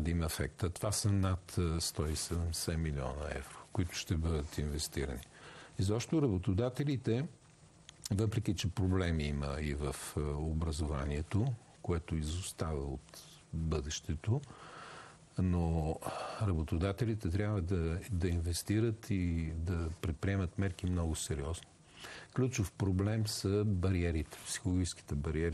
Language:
Bulgarian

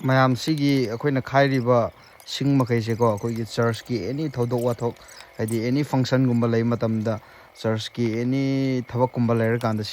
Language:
Manipuri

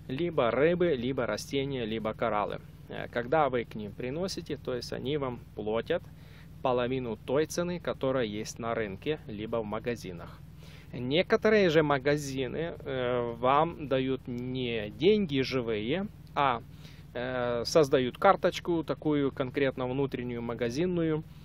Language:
Russian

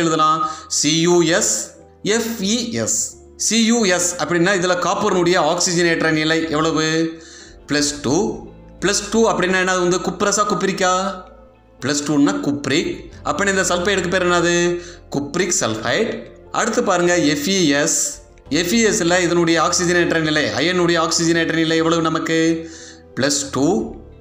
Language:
Tamil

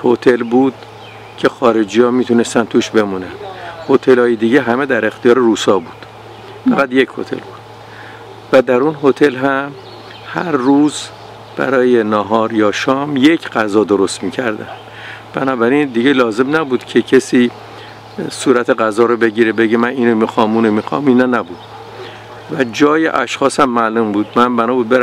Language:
Persian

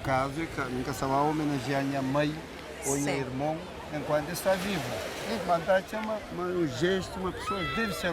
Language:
Kabuverdianu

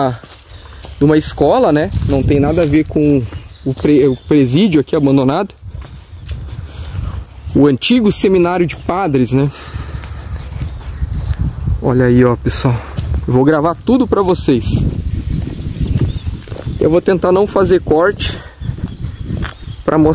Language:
Portuguese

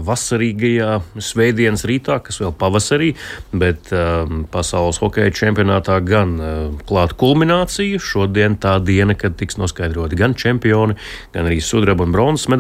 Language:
Latvian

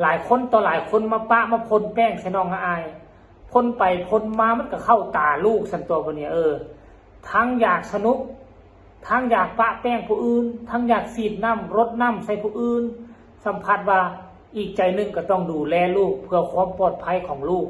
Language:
Northeastern Thai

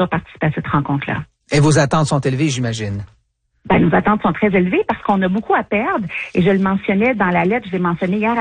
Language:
French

